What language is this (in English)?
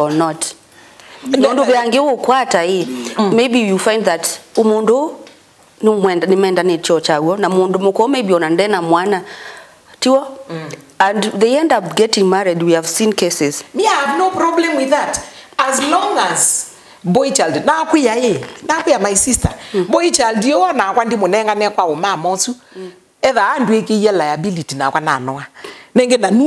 Kamba